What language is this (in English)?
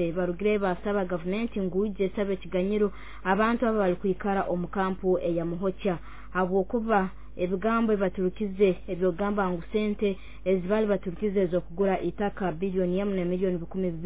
Nyoro